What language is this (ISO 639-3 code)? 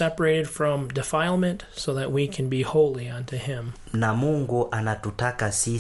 swa